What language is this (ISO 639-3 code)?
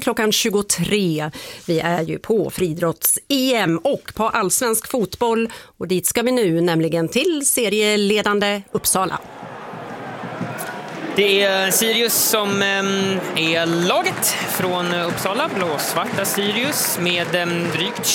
swe